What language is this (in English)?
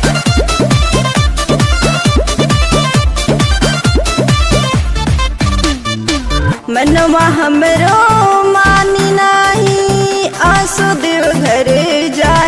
Bhojpuri